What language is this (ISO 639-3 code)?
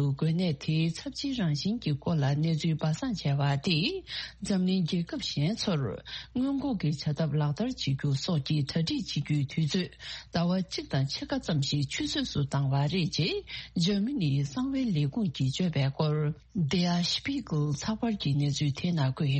bod